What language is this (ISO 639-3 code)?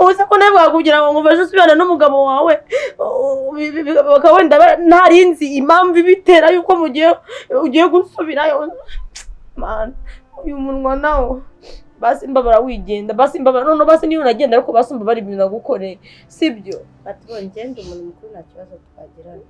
kin